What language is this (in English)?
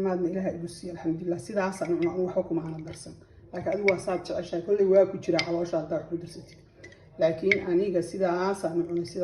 Somali